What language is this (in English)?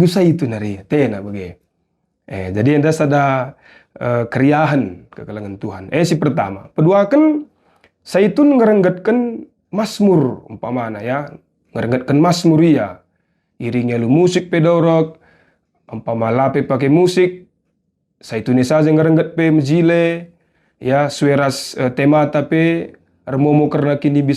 Batak Karo